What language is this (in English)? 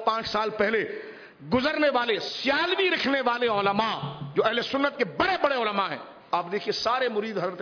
Urdu